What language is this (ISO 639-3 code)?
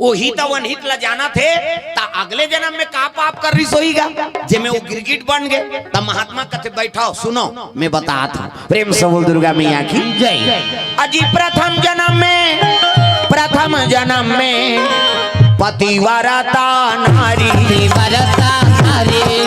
hne